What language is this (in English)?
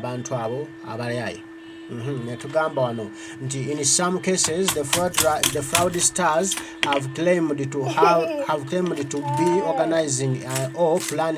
Ganda